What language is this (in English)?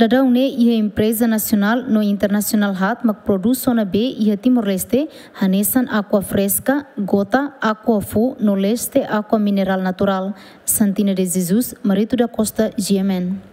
Tetum